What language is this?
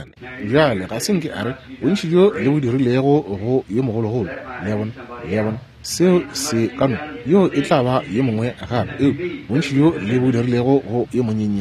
Northern Sotho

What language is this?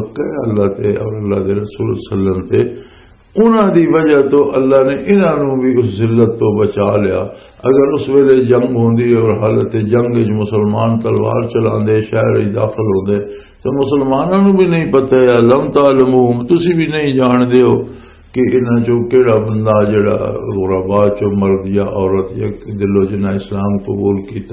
Western Panjabi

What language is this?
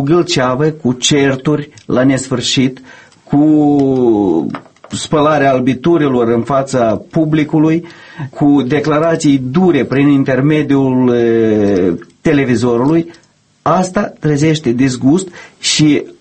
Romanian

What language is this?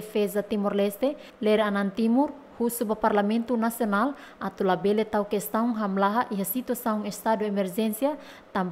Tetum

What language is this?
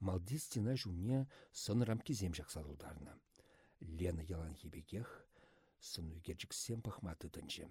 Chuvash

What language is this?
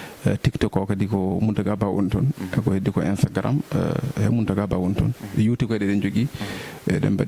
Fula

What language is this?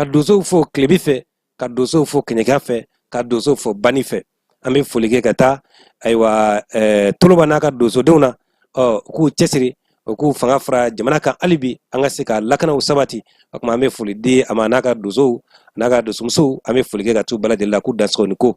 Bambara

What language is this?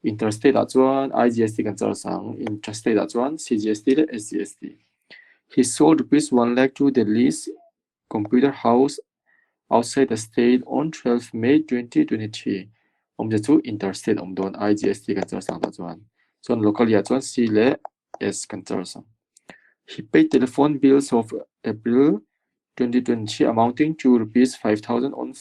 Mizo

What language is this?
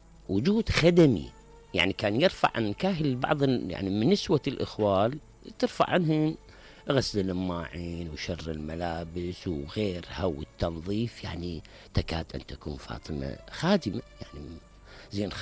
Mesopotamian Arabic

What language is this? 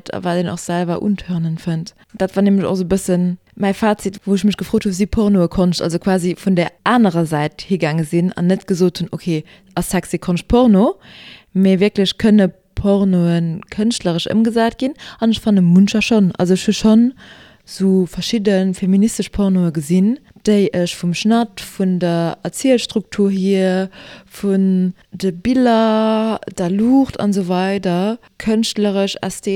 Luxembourgish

